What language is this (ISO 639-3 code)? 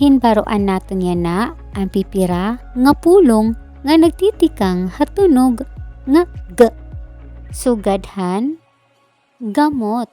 war